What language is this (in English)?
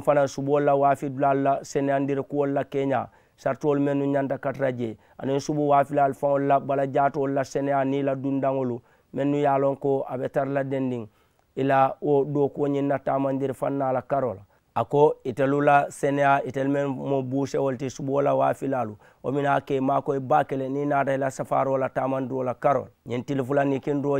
Mandingo